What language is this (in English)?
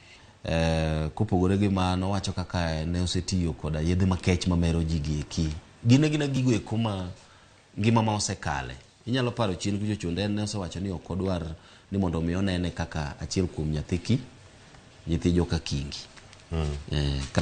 Luo (Kenya and Tanzania)